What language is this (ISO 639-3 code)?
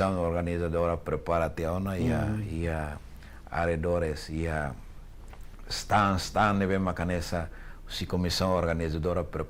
tet